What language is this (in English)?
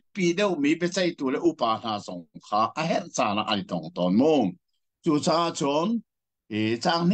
Hakha Chin